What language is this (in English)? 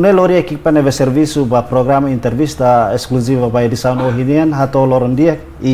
Tetum